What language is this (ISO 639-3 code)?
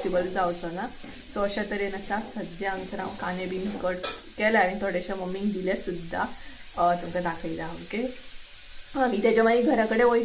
kok